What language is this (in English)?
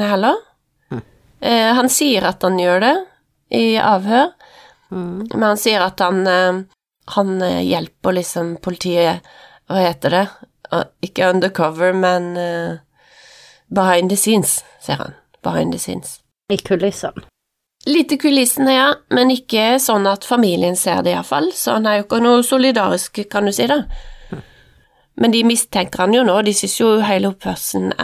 Norwegian